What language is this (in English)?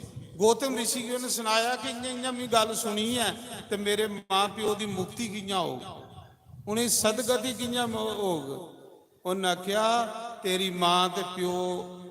Dogri